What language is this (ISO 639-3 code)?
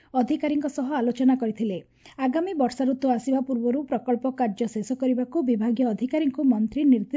ori